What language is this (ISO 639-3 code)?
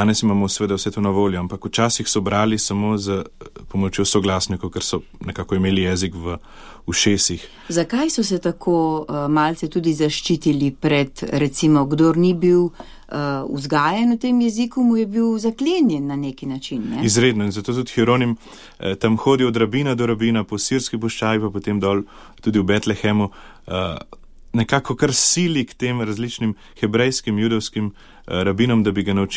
slv